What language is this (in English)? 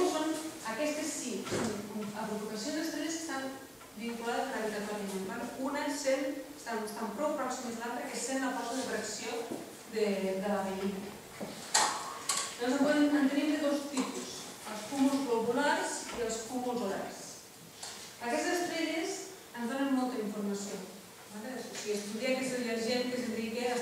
Catalan